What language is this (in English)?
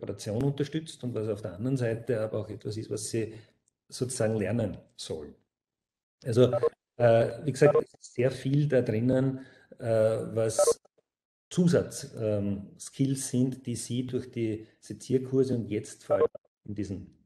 German